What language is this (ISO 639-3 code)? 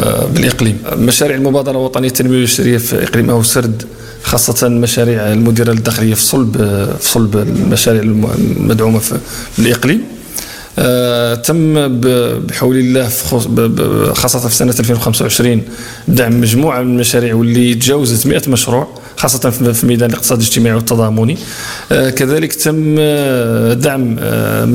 ara